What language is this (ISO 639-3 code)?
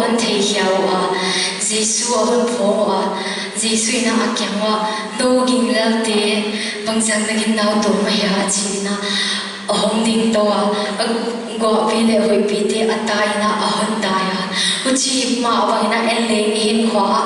pck